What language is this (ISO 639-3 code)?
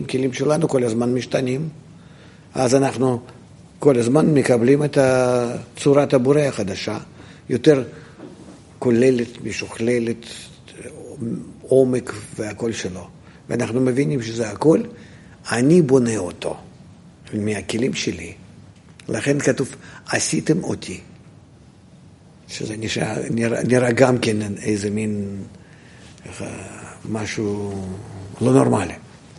heb